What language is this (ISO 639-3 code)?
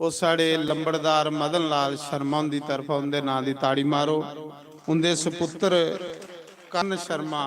doi